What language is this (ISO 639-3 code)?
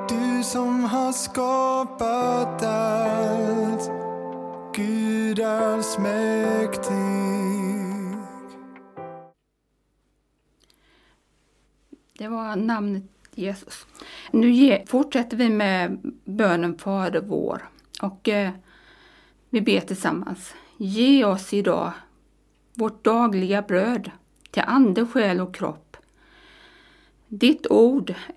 swe